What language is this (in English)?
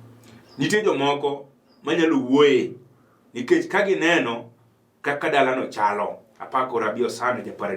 Luo (Kenya and Tanzania)